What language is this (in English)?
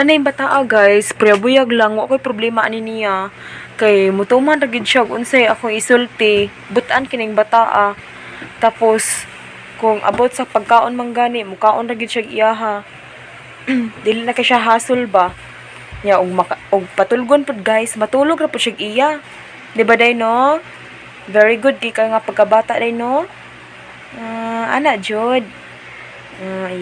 Cebuano